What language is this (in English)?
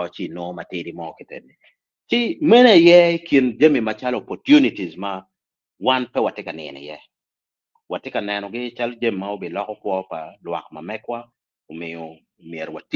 Acoli